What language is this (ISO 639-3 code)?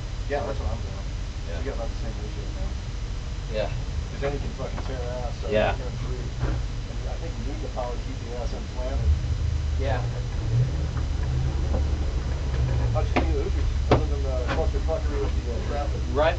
eng